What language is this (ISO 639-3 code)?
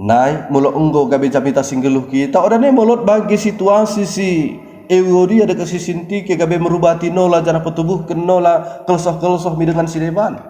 btd